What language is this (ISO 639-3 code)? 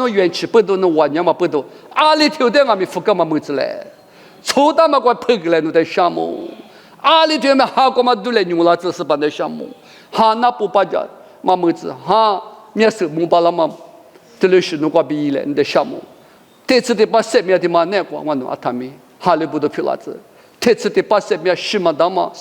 lis